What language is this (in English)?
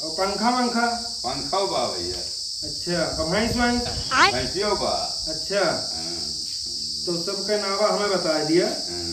Awadhi